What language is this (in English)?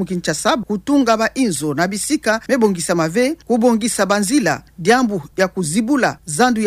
Kituba (Democratic Republic of Congo)